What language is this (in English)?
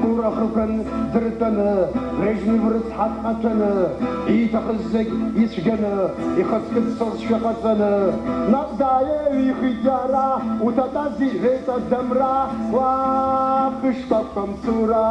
Abkhazian